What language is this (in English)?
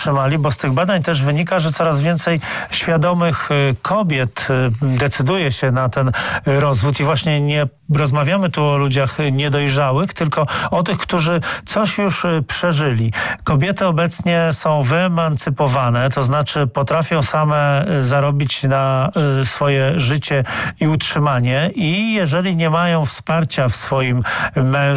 Polish